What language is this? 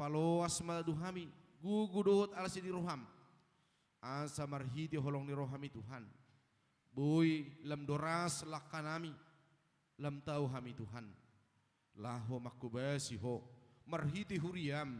Batak Toba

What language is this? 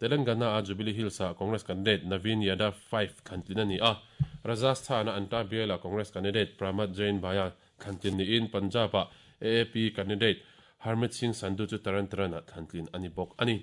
Mizo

